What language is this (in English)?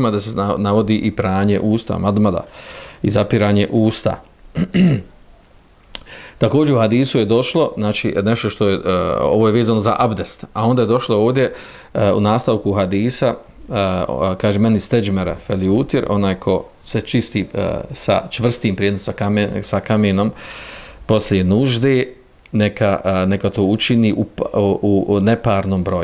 Bosnian